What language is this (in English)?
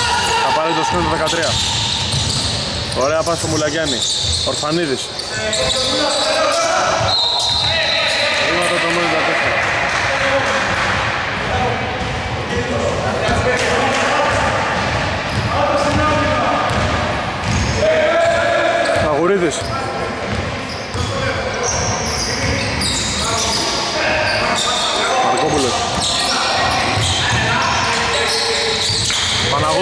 Greek